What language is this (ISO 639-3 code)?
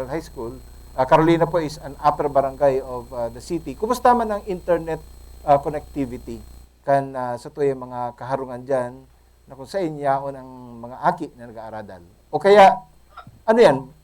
bik